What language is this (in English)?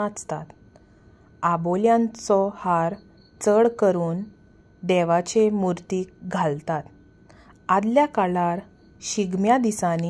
Konkani